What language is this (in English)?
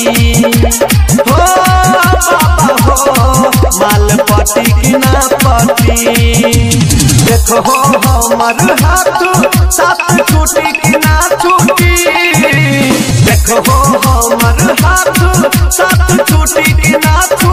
Bhojpuri